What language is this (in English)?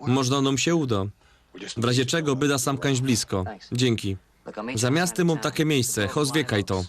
Silesian